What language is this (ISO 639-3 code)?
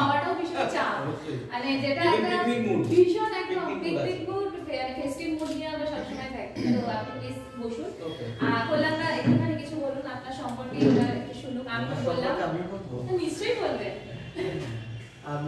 ben